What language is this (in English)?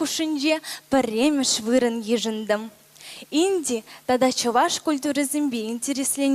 Chuvash